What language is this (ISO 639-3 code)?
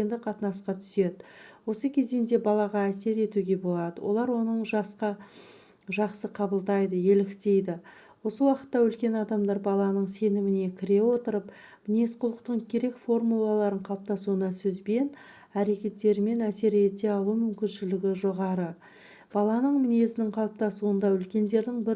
kaz